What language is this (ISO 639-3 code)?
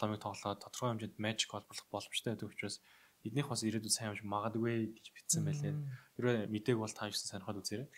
mon